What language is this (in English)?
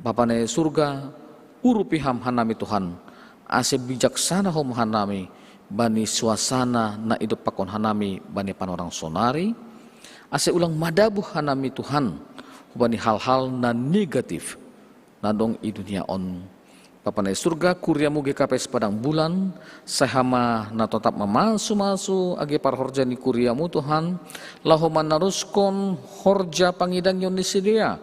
Batak Simalungun